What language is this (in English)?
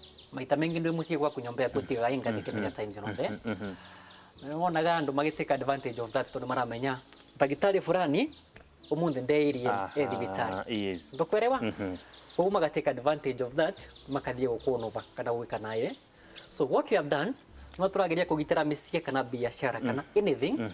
Meru